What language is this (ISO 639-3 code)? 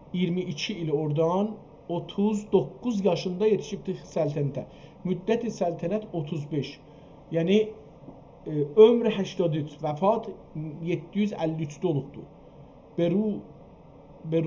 azb